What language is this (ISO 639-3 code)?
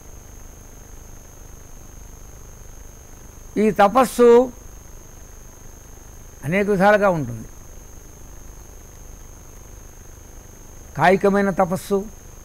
tel